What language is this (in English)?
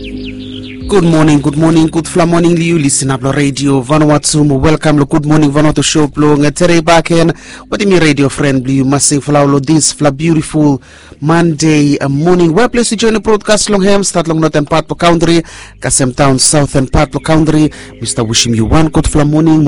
Bislama